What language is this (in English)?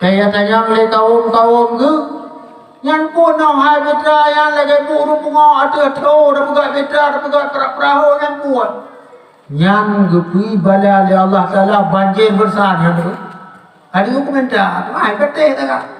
Achinese